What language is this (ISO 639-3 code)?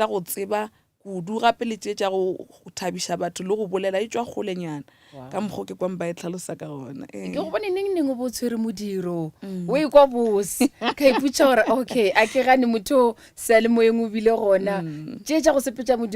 nso